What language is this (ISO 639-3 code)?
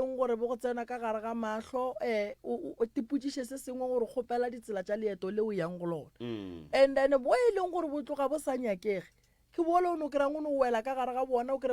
nso